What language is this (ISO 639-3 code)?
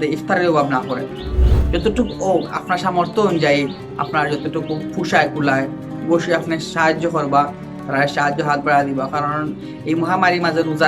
syl